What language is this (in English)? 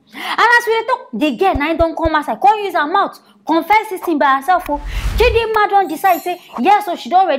Nigerian Pidgin